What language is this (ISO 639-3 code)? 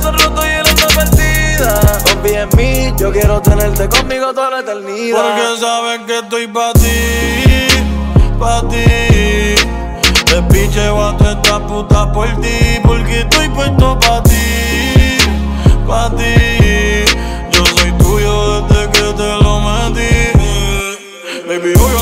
spa